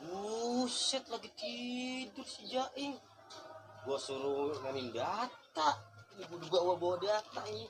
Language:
Betawi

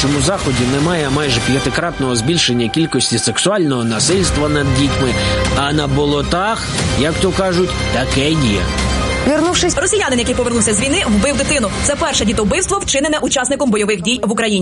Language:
Ukrainian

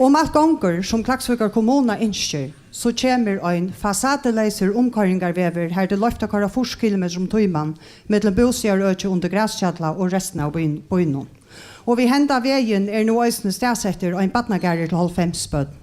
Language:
Faroese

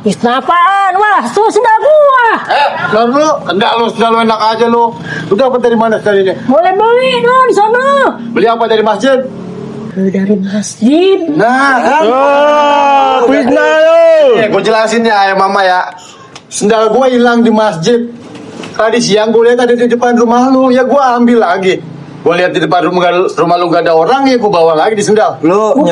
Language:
Betawi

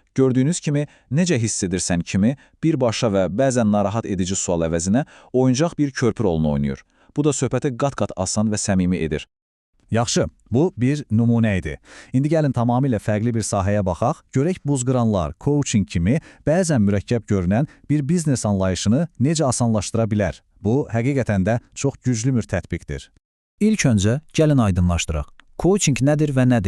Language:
Azerbaijani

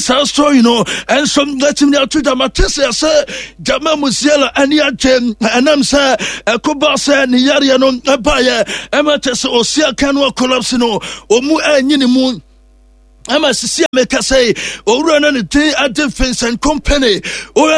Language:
Akan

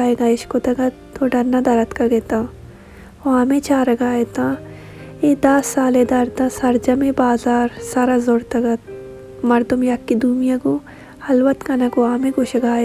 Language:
Baluchi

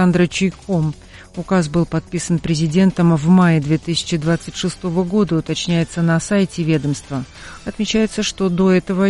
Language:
Russian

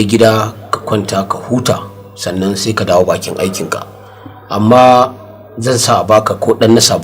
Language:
Hausa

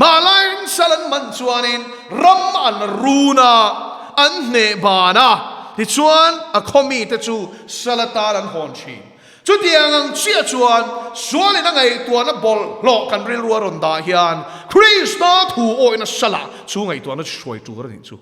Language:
Mizo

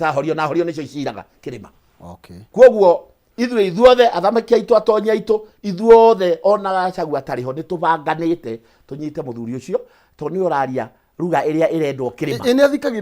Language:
Kikuyu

